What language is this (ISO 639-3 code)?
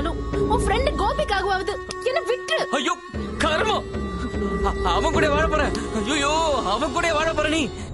tam